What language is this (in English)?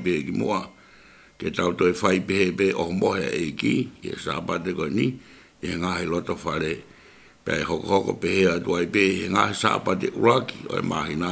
Tongan